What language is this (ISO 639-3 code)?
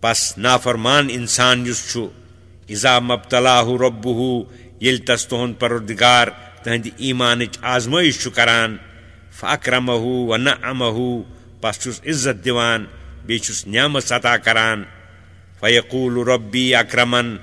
kas